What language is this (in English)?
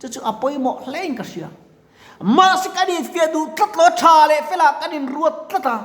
Mizo